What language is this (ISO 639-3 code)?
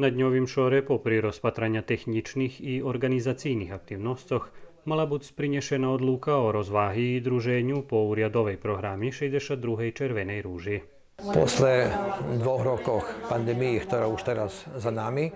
rue